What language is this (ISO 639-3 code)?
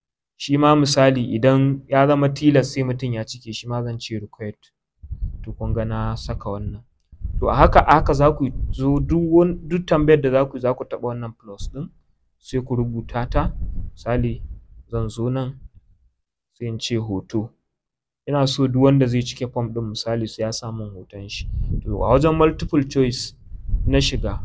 hau